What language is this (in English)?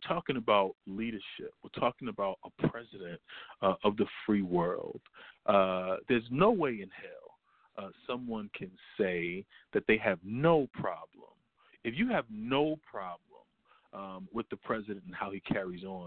English